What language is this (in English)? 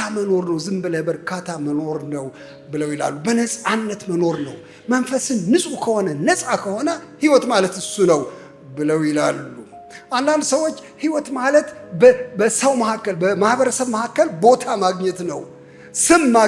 Amharic